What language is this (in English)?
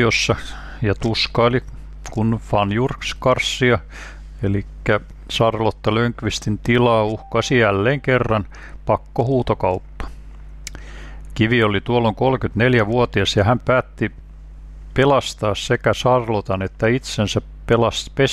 Finnish